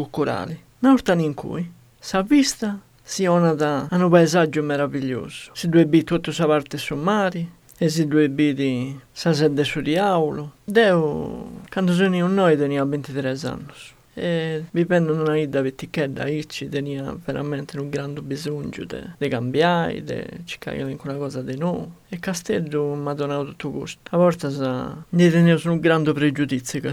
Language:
Sardinian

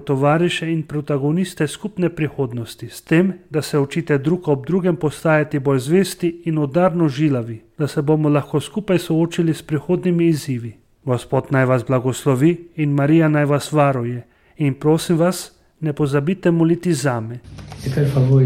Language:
Slovenian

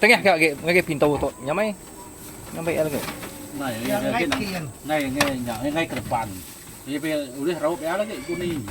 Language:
Iban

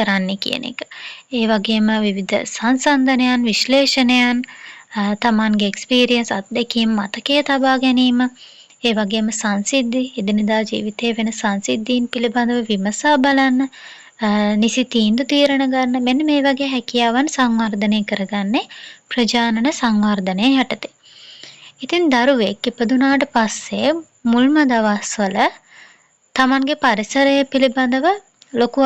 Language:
Sinhala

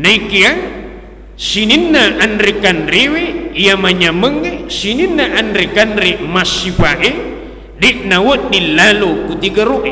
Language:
Buginese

